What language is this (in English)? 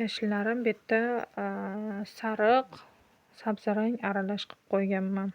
Uzbek